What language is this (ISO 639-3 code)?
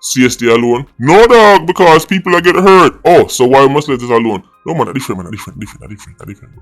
jam